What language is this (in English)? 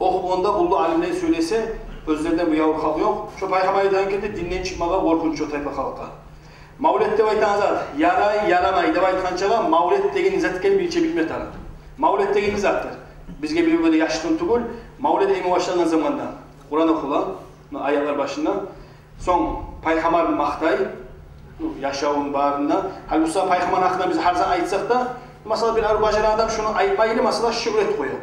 Kumyk